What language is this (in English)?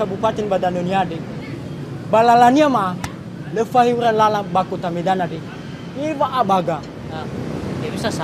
Nias